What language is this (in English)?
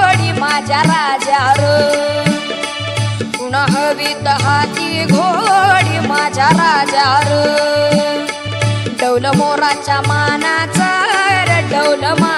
Marathi